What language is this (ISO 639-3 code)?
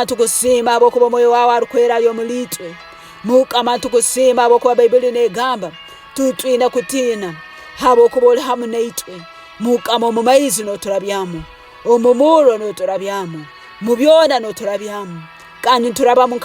ttj